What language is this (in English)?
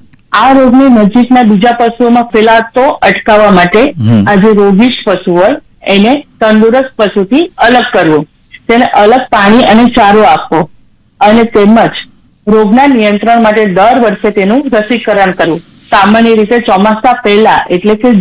Gujarati